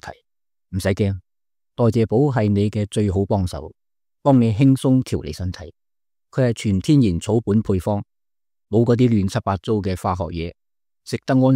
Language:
Cantonese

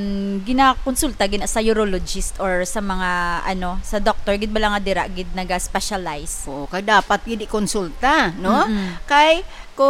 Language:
Hiligaynon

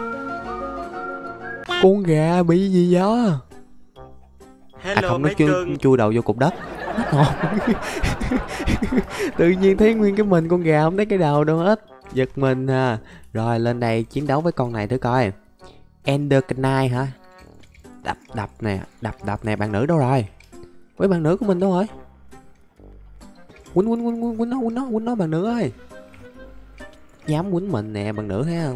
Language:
Vietnamese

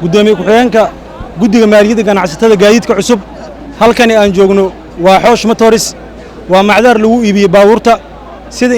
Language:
Somali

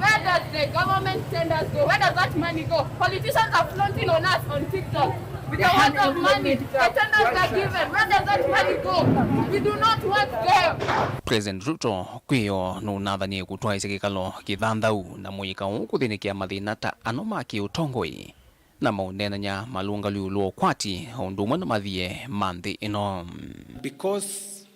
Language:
Kamba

